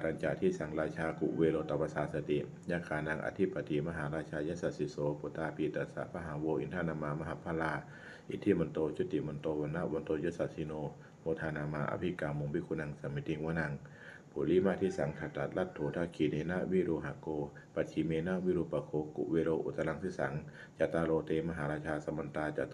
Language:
Pali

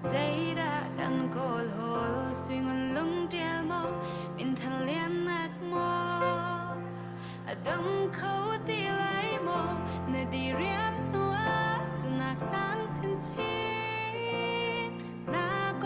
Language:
Hakha Chin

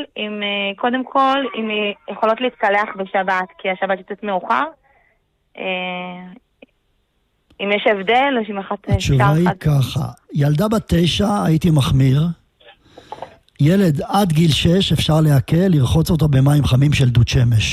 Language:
Hebrew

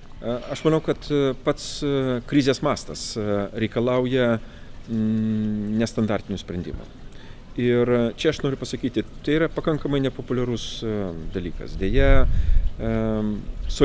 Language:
Lithuanian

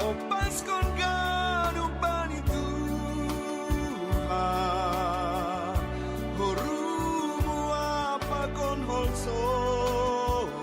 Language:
Batak Simalungun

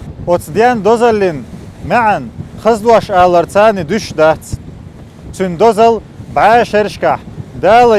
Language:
Chechen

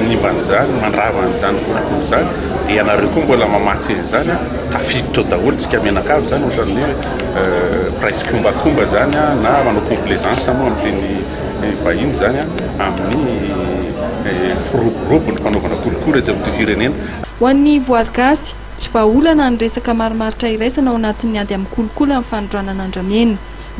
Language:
Malagasy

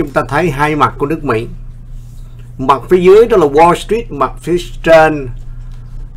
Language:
Vietnamese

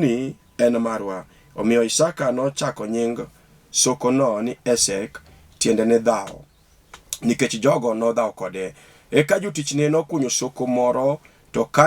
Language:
Luo (Kenya and Tanzania)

